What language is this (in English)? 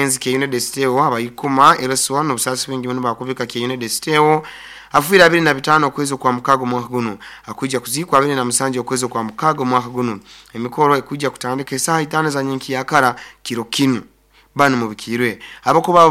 Nyoro